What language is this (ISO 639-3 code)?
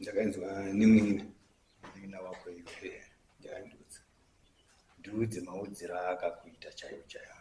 sna